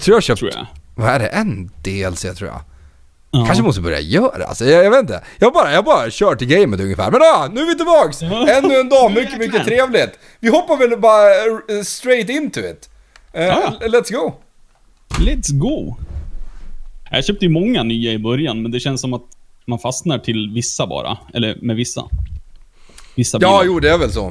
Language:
Swedish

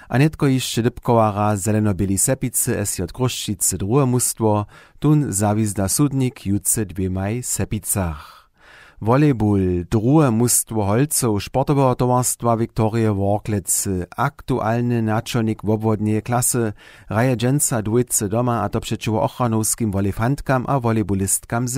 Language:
Upper Sorbian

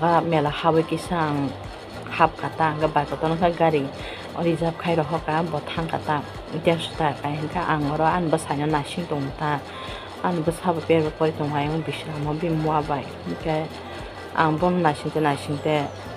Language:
Kok Borok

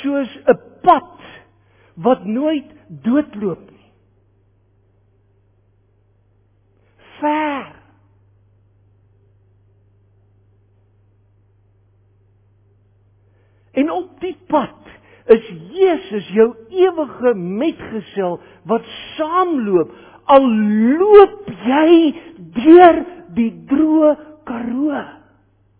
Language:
Afrikaans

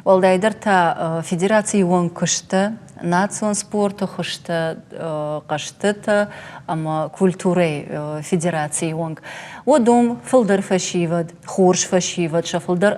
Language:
Ossetic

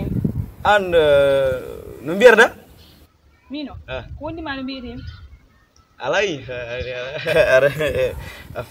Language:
Fula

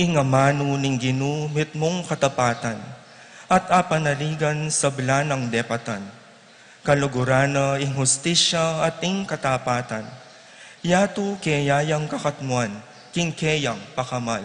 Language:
Pampanga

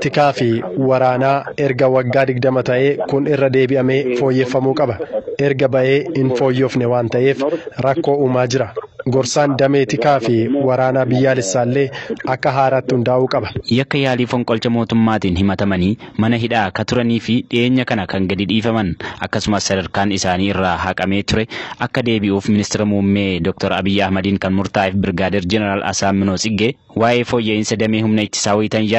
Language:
Oromo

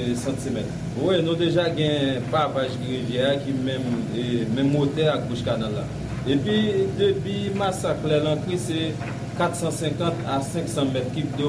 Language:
Haitian Creole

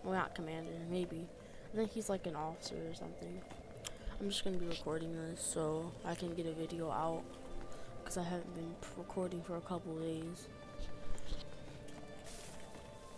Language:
English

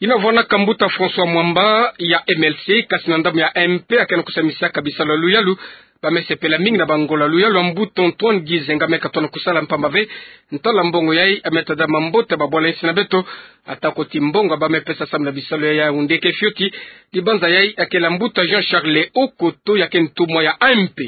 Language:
Kituba (Democratic Republic of Congo)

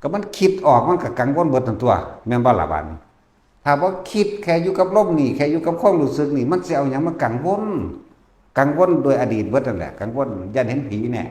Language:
Lao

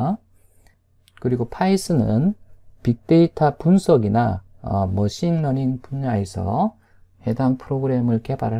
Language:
Korean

